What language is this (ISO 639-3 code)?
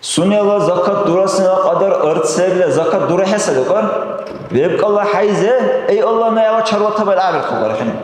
dar